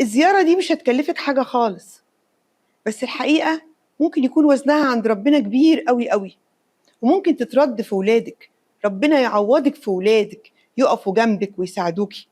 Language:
Egyptian Arabic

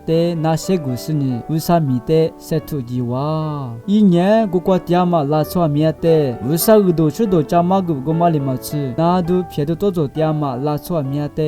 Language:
Lisu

